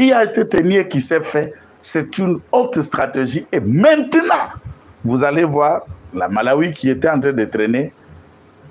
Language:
French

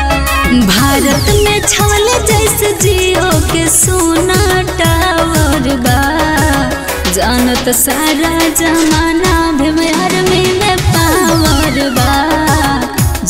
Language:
Bhojpuri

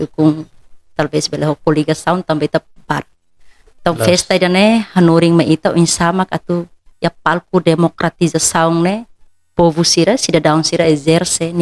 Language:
Tetum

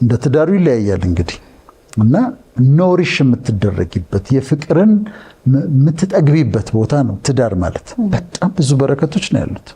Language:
Amharic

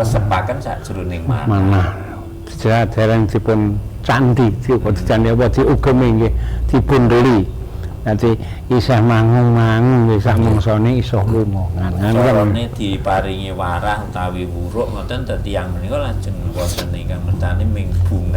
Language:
Javanese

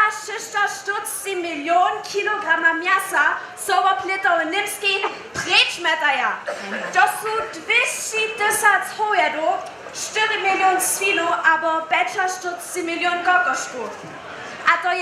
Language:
Upper Sorbian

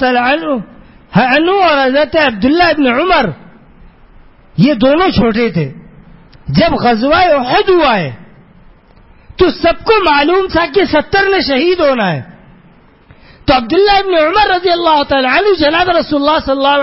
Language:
Urdu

